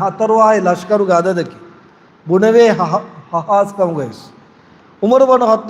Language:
Divehi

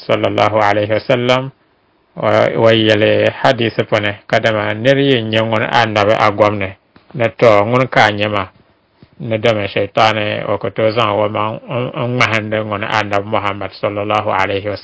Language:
Dagbani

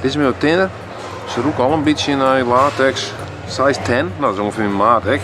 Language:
Western Frisian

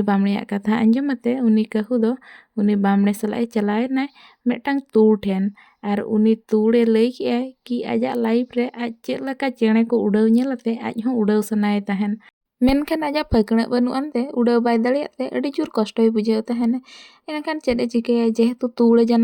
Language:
Santali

